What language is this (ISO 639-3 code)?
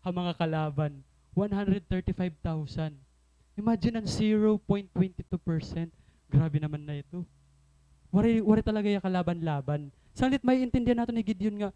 war